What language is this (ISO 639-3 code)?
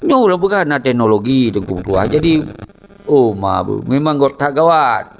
ace